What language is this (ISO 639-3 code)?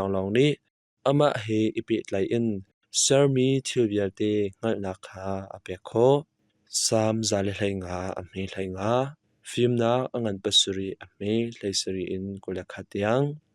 cnh